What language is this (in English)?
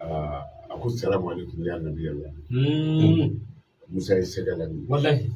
Bambara